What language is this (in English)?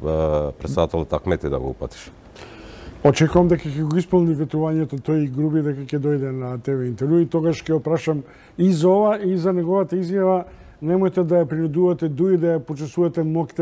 Macedonian